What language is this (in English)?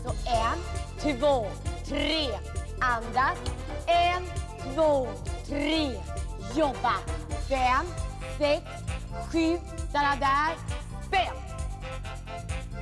Swedish